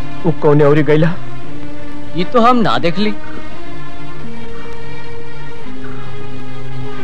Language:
Bhojpuri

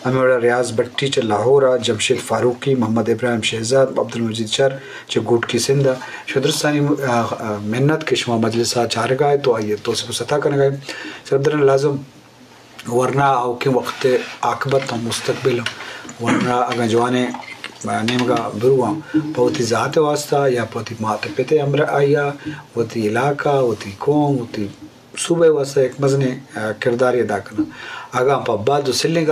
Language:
Eastern Balochi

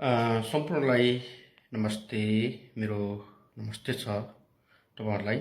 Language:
Nepali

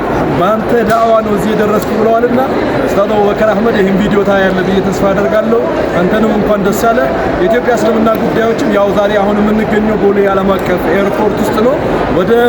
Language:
Amharic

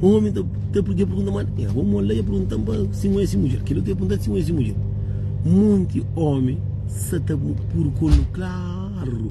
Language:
Kabuverdianu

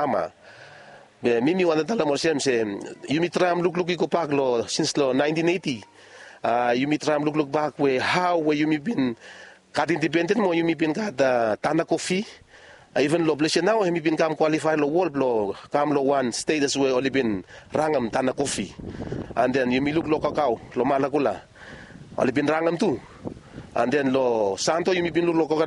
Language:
Bislama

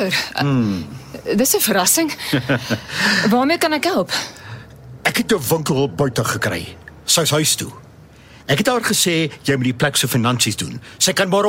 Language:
Afrikaans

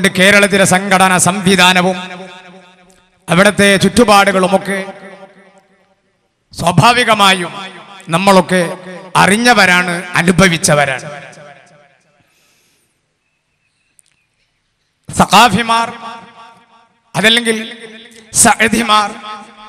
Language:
Malayalam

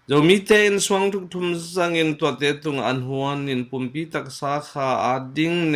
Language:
Tedim Chin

